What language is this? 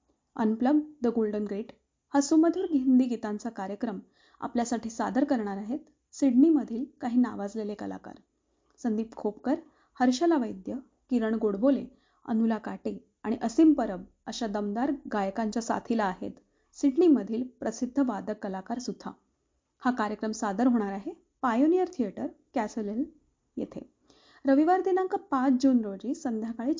Marathi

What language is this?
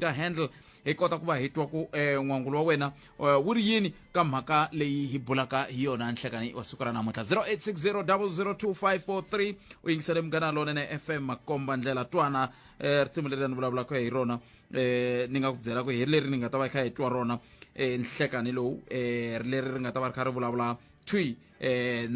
Tsonga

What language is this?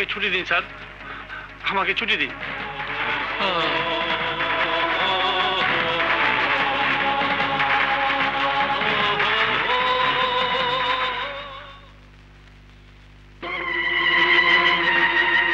Bangla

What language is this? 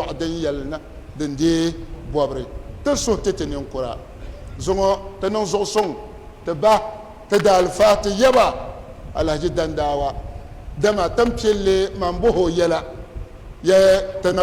Dagbani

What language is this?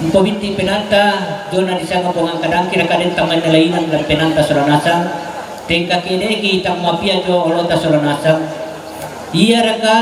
Toraja-Sa'dan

